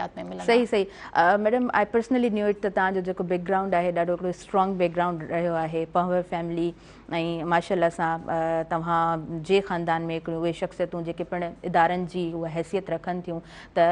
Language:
Sindhi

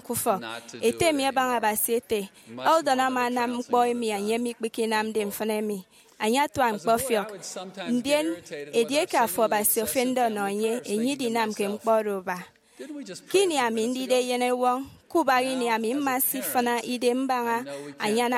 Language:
Efik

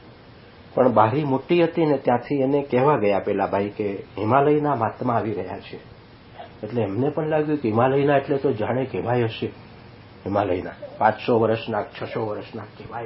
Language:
Gujarati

